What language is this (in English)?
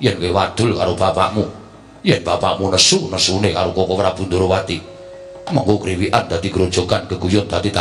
Javanese